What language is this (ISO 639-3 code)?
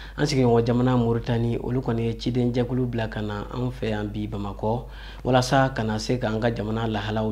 bam